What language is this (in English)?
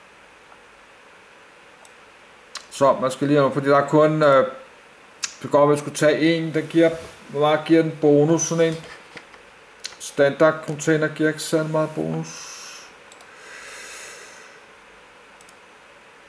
Danish